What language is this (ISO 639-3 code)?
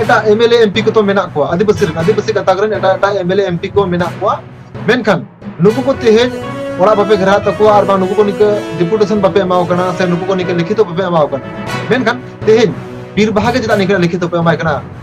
sat